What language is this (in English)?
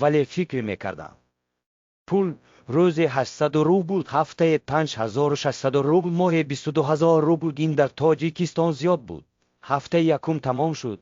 Tajik